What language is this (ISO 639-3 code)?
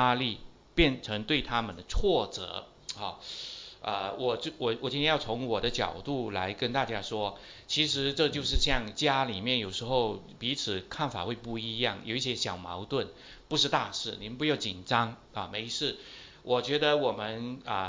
zho